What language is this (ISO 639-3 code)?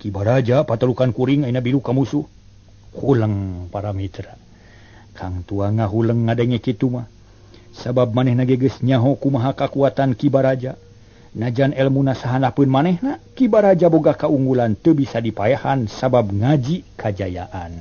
sun